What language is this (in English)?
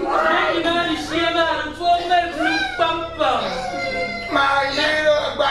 Dagbani